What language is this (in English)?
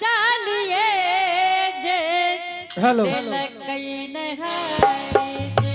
Angika